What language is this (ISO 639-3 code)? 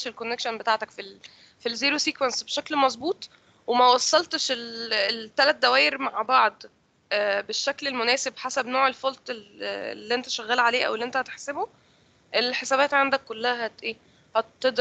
arz